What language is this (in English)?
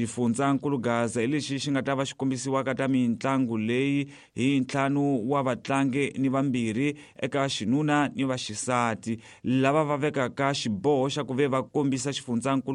Tsonga